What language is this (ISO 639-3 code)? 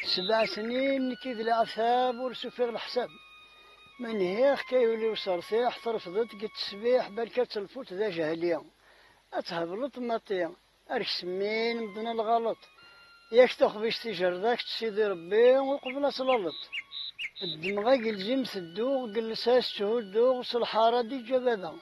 kab